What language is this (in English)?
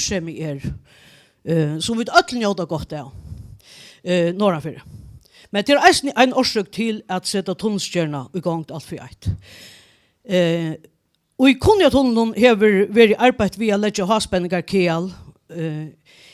Faroese